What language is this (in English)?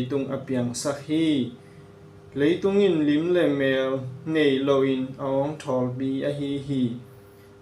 Tedim Chin